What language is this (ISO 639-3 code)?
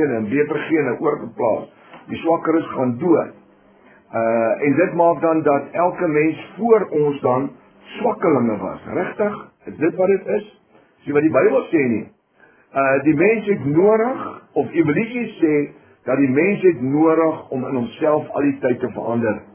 afr